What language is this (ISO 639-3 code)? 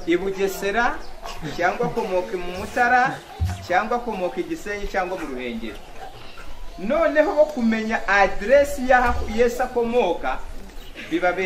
kin